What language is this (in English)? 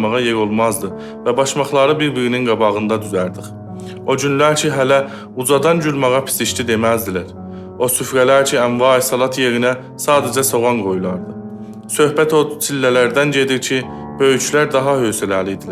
South Azerbaijani